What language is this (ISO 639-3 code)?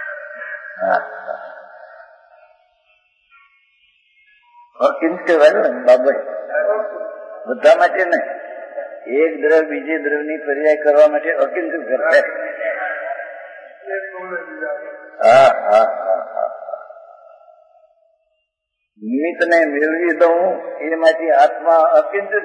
guj